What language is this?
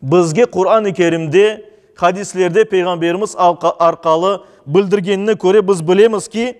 Crimean Tatar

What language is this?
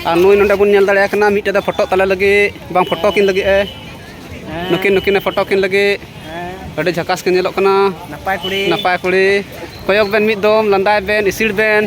Santali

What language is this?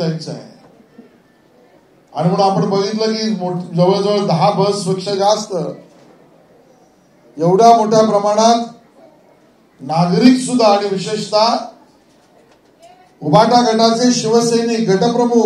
Marathi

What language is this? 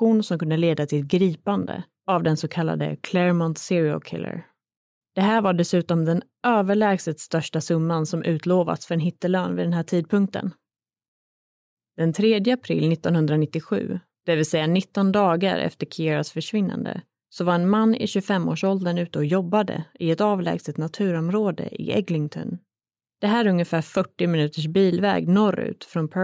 Swedish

